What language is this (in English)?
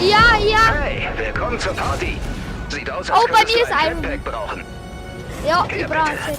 Bavarian